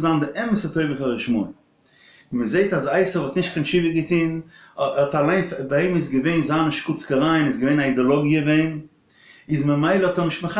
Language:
Yiddish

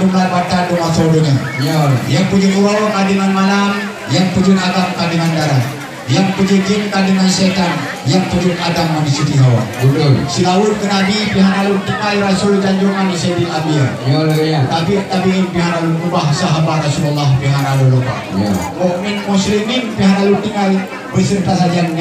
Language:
Achinese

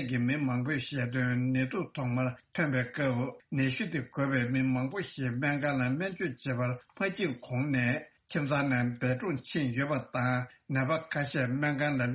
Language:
Tibetan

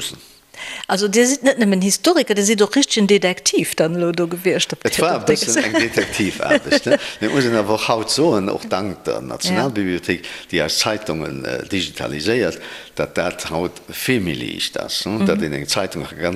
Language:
Luxembourgish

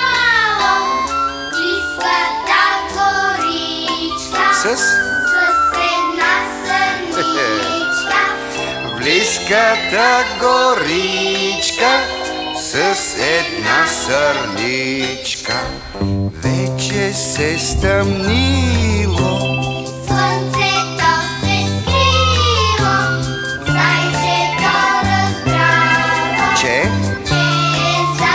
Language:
Bulgarian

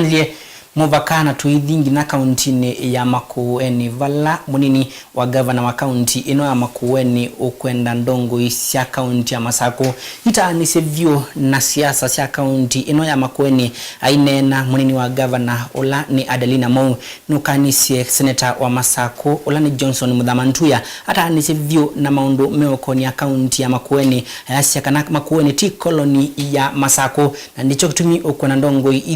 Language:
Kamba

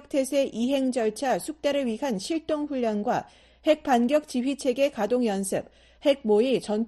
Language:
Korean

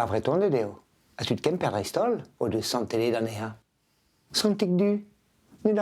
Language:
Breton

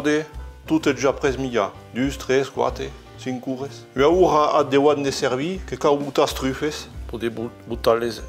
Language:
Occitan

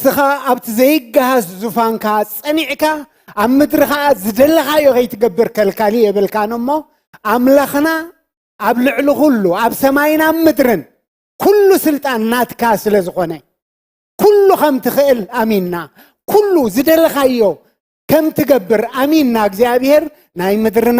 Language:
Tigrinya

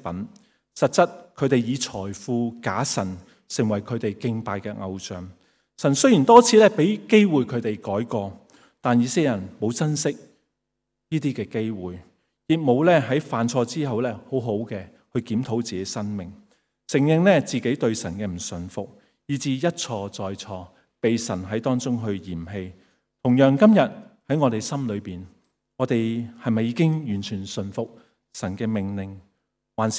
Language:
Cantonese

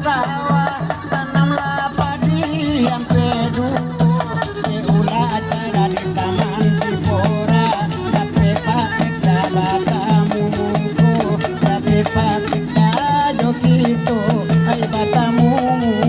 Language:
Minangkabau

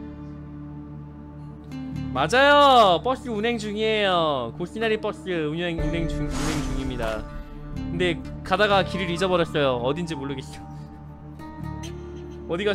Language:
Korean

